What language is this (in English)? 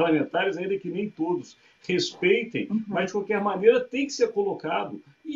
Portuguese